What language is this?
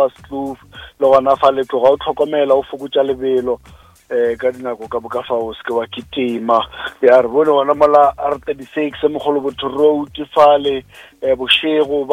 Northern Sotho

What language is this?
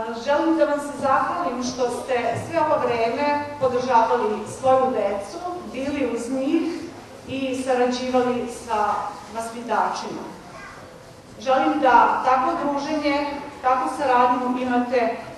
Serbian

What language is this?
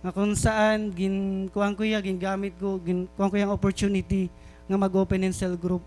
Waray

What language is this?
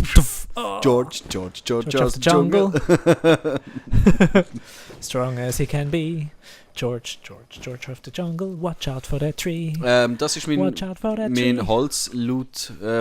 Swiss German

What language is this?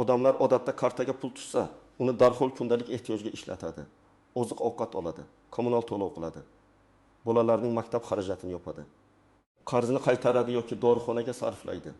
Uzbek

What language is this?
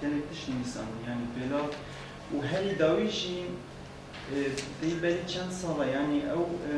Kurdish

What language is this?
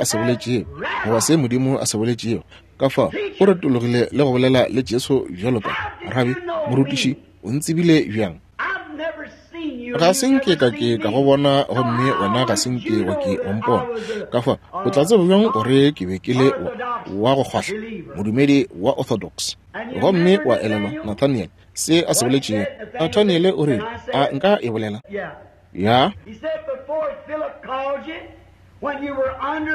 Northern Sotho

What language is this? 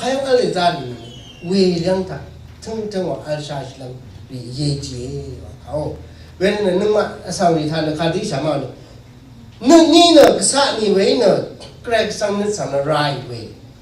Rawang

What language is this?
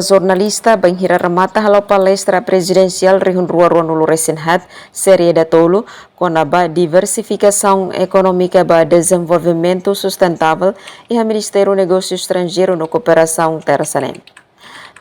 Tetum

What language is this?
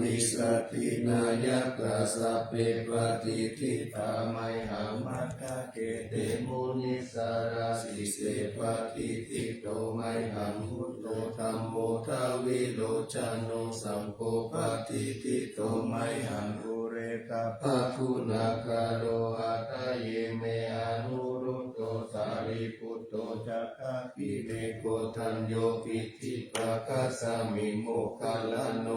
Pali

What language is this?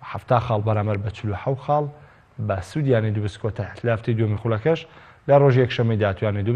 Central Kurdish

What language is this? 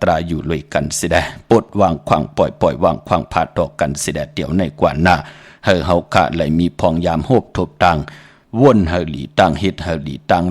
Shan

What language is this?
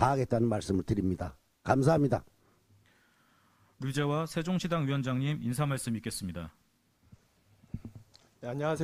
Korean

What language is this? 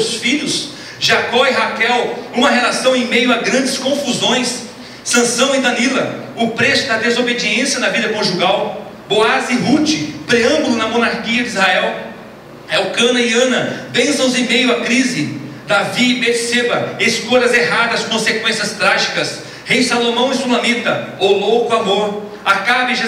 Portuguese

